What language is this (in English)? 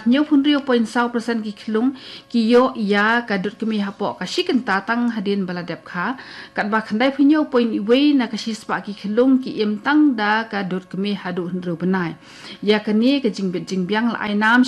Khasi